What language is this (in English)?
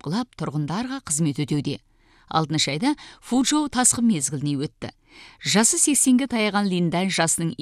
Kazakh